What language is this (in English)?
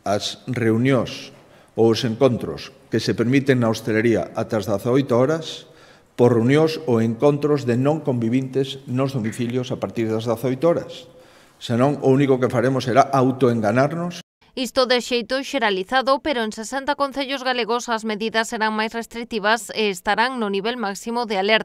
Galician